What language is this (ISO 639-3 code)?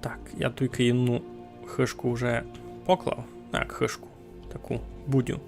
rue